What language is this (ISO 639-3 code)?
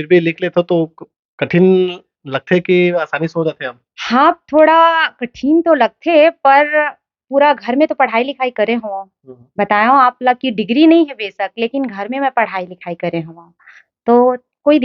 hne